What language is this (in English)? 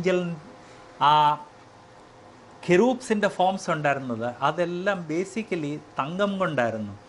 Malayalam